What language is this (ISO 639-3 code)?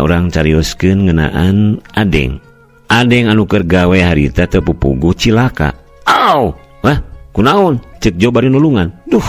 sun